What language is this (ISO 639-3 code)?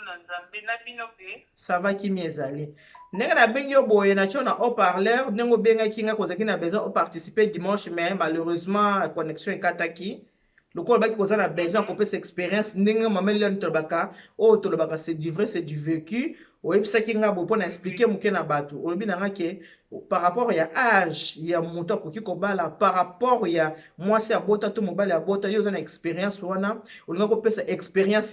lin